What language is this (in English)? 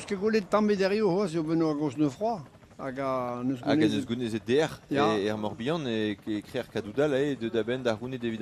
Breton